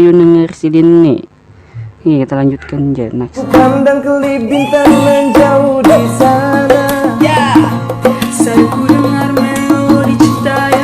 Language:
Banjar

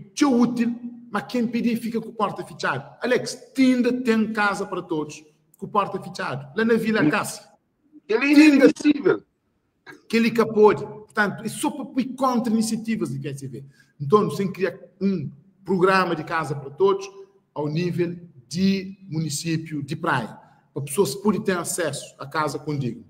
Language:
Kabuverdianu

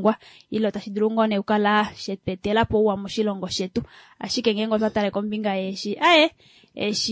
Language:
Kuanyama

